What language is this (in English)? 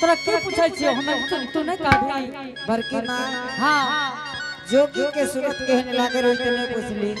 Angika